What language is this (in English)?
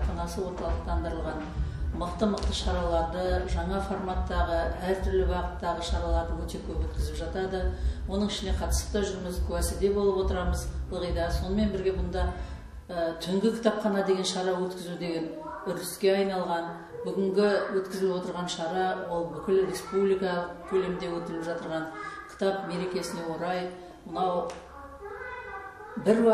Kazakh